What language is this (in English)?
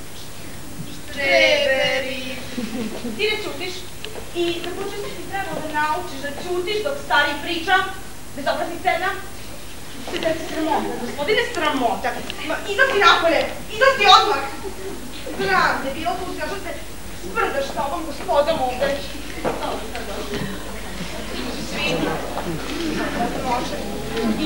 Serbian